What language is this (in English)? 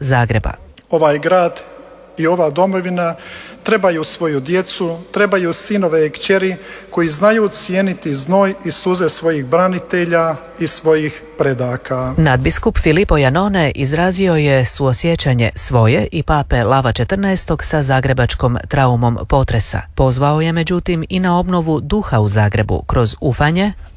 Croatian